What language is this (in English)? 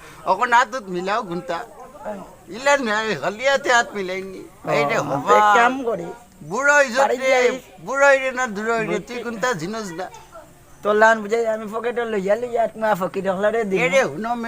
Sylheti